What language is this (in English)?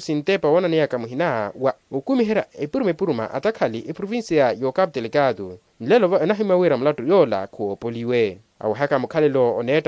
Makhuwa